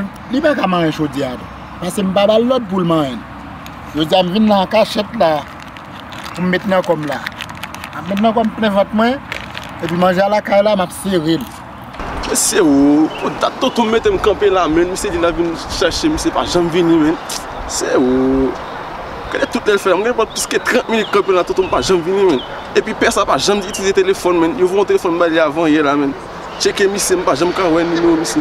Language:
Haitian Creole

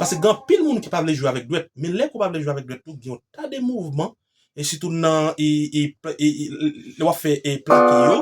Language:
Haitian Creole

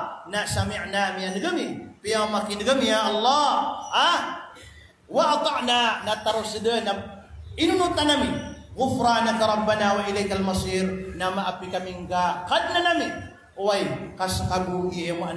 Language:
Maranao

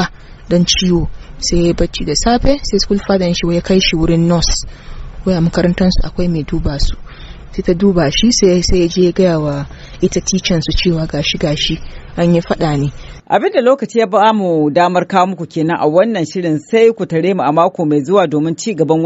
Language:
Hausa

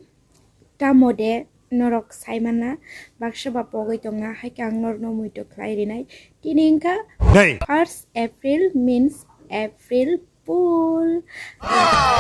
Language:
Kok Borok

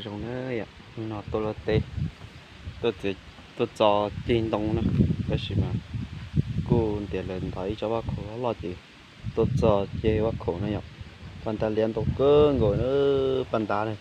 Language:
Hmong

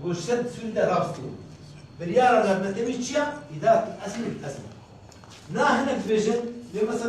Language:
Kurdish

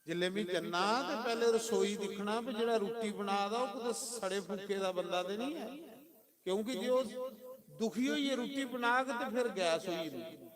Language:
Dogri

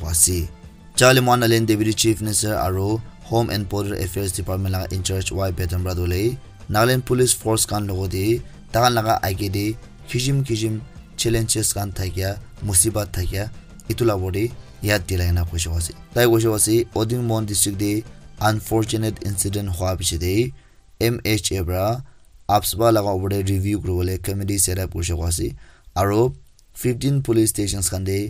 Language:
Naga Pidgin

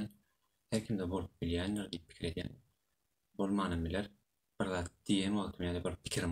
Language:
Turkmen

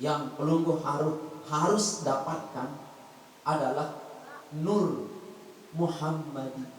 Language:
Sasak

